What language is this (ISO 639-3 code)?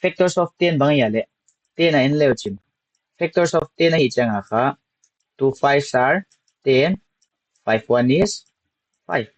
pck